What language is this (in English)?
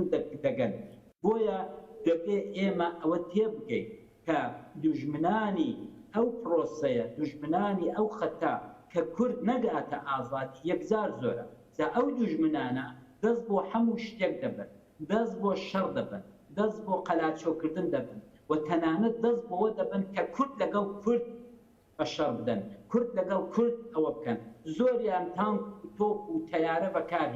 Central Kurdish